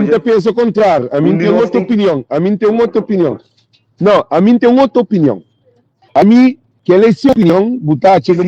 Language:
Kabuverdianu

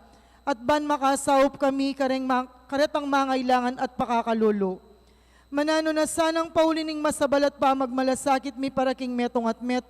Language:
Pampanga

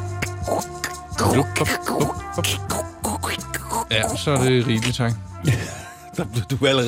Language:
Danish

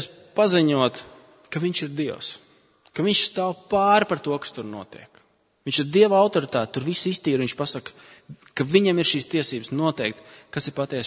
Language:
Latvian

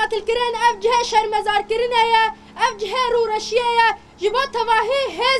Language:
Kurdish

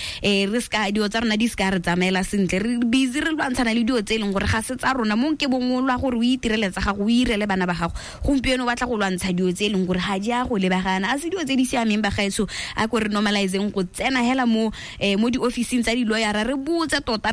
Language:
Tswana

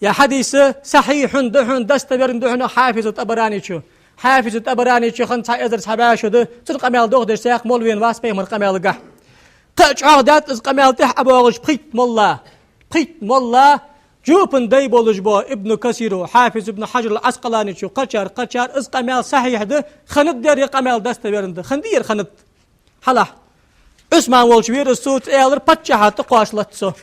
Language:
Ingush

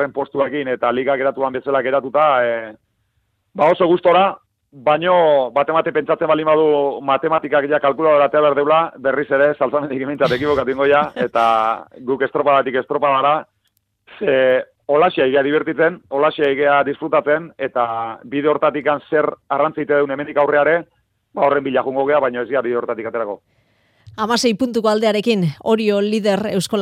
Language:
Basque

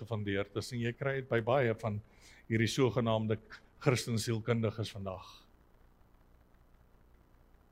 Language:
Afrikaans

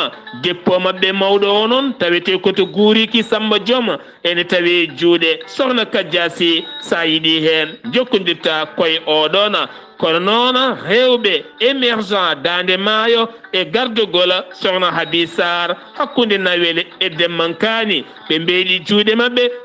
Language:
Fula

